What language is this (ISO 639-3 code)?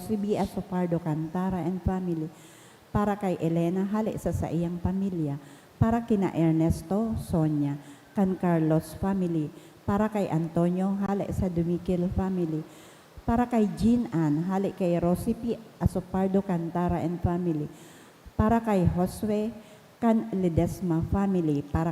bik